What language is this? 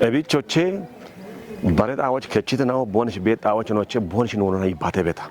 Kafa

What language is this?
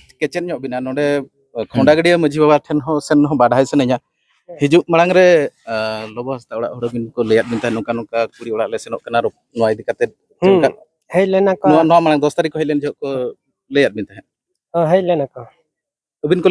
Santali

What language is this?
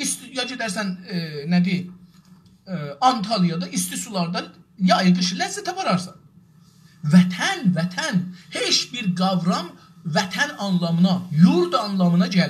South Azerbaijani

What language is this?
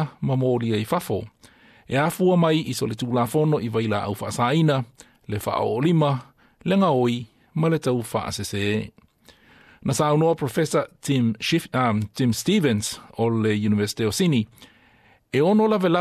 Samoan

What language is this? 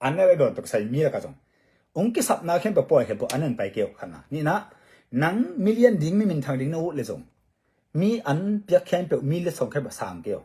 Tedim Chin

